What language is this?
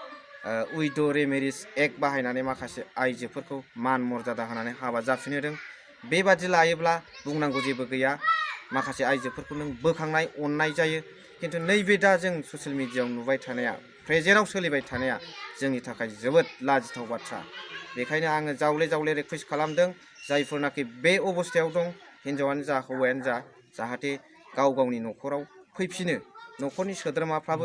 Bodo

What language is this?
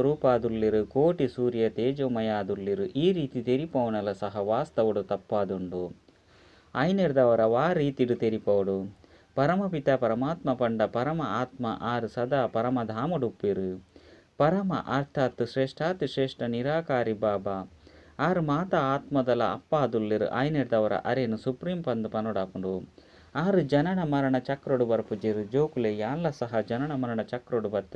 Tulu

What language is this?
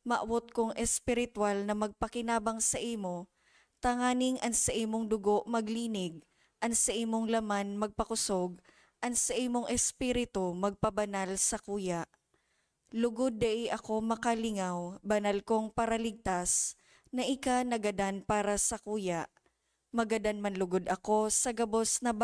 Bikol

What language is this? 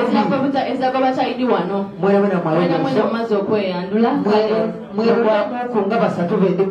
Soga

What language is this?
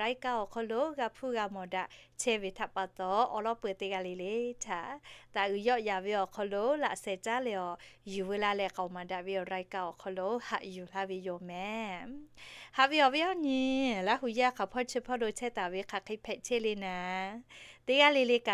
Lahu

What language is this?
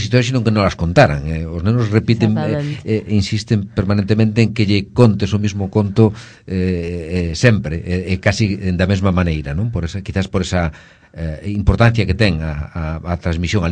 Galician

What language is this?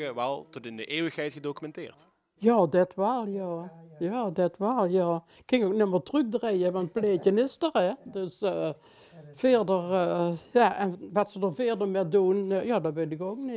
Limburgish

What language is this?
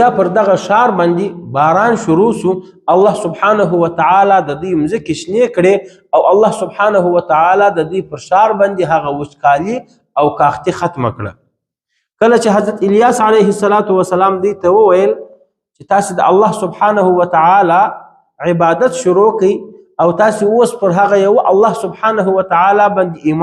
Pashto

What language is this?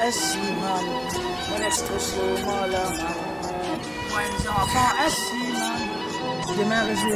Morisyen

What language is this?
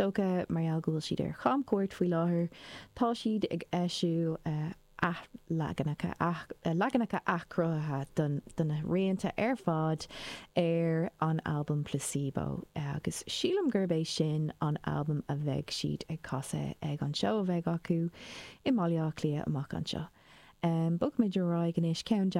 Irish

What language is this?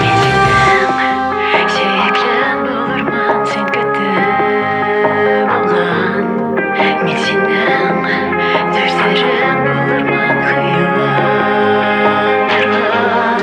Tatar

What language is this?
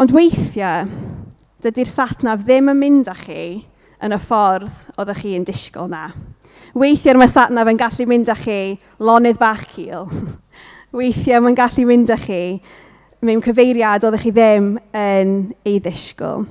Welsh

